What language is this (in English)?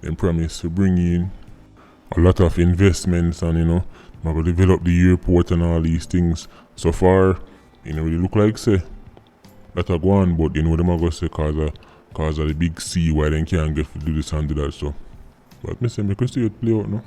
Jamaican Creole English